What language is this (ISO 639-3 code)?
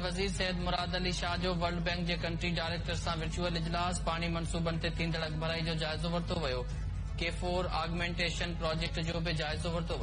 snd